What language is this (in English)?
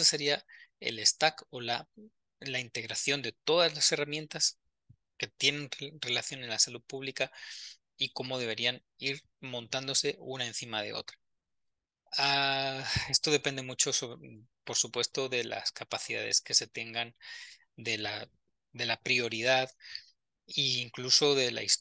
Spanish